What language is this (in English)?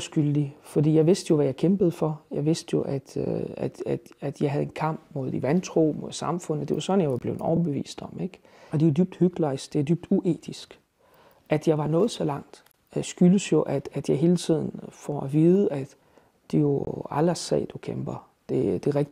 Danish